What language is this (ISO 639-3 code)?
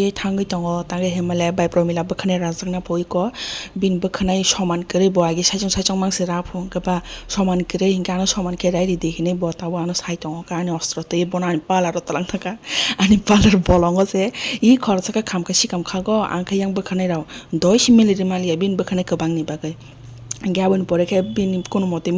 trp